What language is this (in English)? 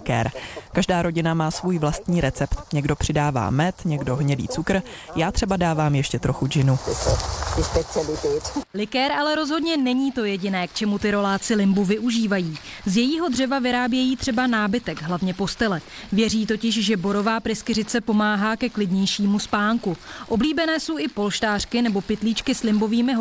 Czech